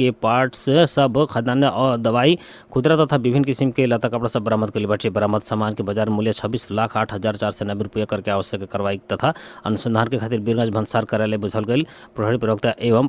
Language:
Bhojpuri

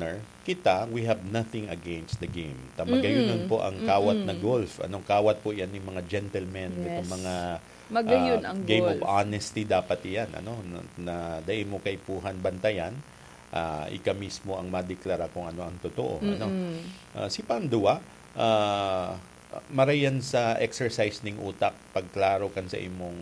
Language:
Bikol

